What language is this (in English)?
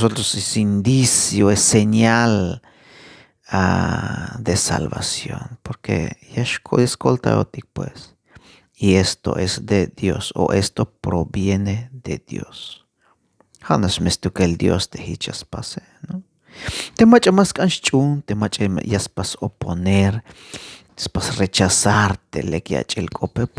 Tzeltal